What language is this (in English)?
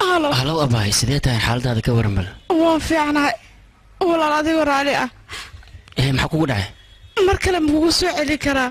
Somali